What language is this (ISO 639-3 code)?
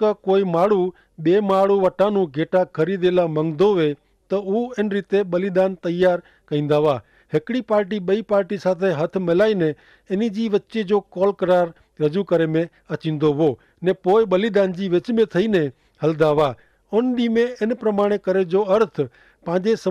kfr